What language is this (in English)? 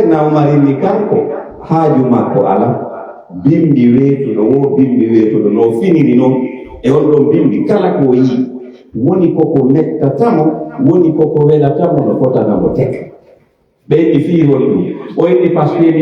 Pular